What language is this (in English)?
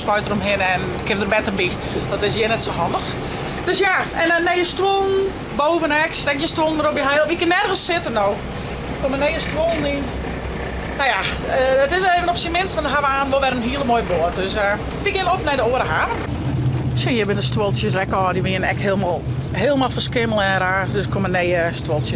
Western Frisian